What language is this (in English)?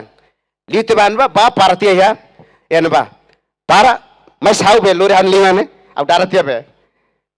Tetum